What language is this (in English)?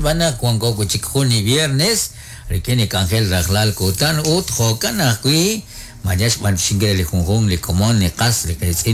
Kekchí